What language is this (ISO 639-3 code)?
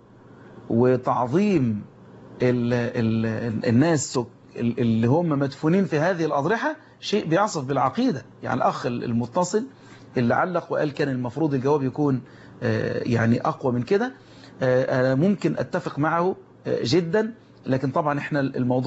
arz